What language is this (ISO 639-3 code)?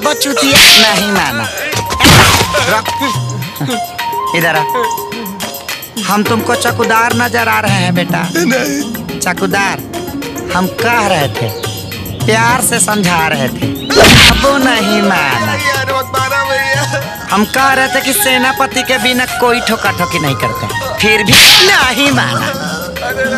bho